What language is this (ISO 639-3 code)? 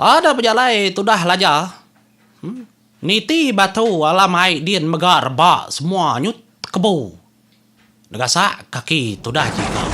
iba